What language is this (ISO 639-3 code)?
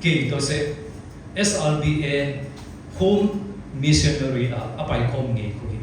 csy